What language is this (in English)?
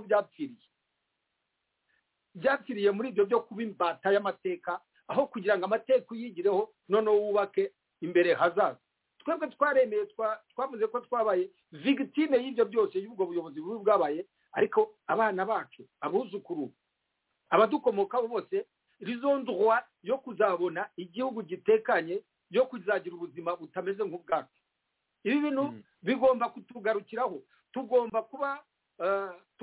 Kinyarwanda